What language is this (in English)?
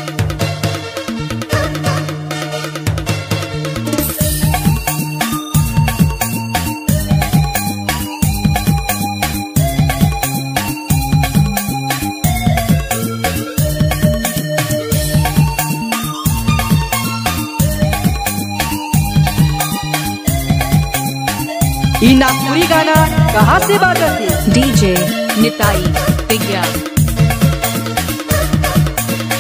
Sadri